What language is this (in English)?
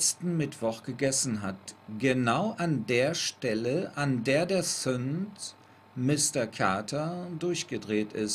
German